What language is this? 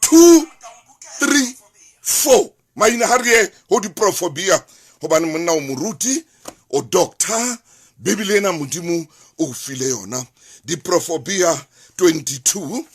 Southern Sotho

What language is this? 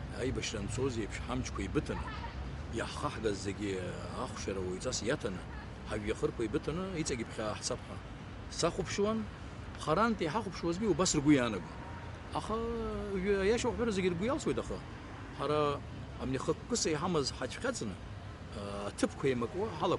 Abkhazian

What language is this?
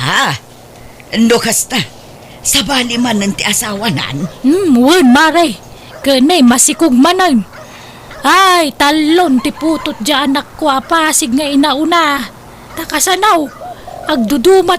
Iloko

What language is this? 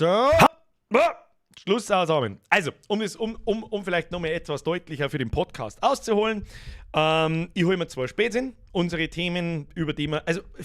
Bavarian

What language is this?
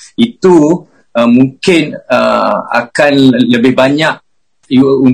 Malay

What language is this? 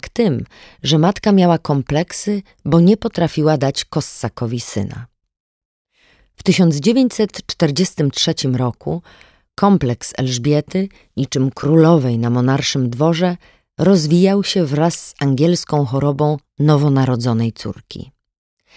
Polish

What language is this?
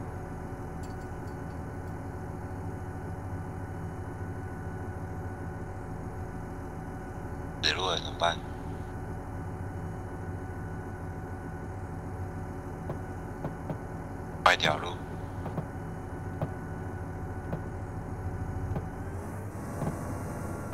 Chinese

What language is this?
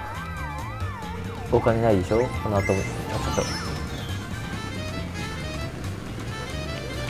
Japanese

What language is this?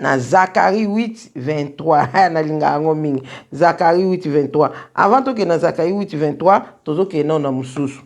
Lingala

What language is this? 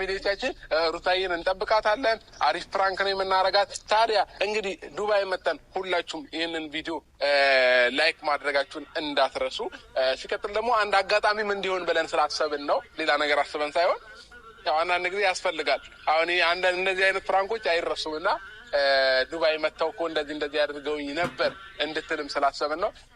Amharic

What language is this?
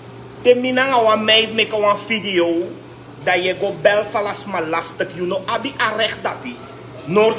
Sranan Tongo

